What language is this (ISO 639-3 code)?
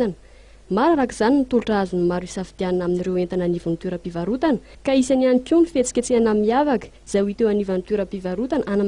mlg